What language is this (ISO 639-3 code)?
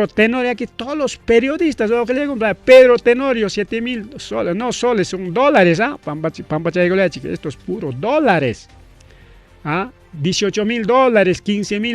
quy